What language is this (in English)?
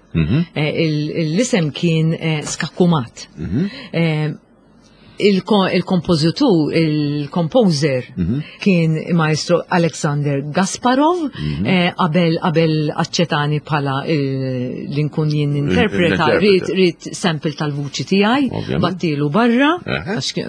Maltese